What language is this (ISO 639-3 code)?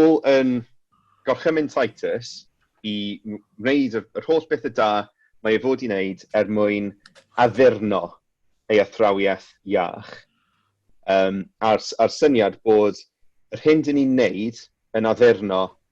cym